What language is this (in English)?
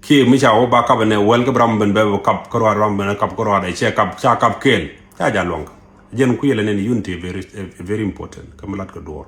Nuer